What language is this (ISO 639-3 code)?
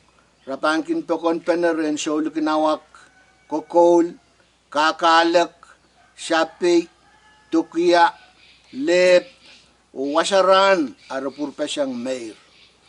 pon